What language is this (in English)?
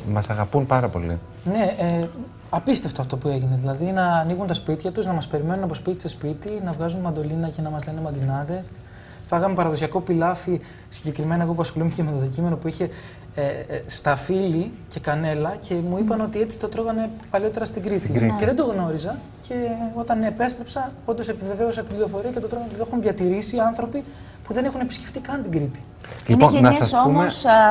Greek